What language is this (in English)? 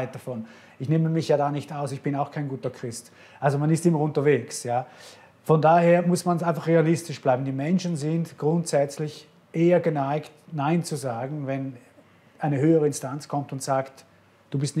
Swiss German